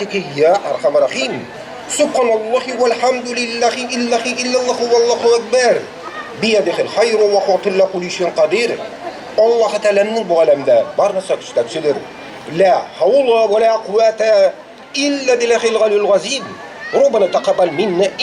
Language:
Bashkir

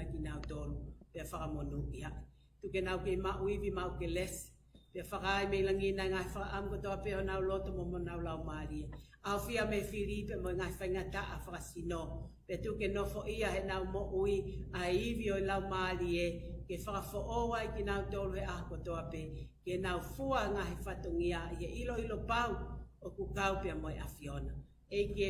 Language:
Tongan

